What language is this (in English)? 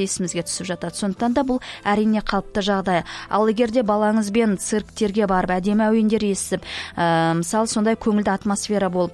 Kazakh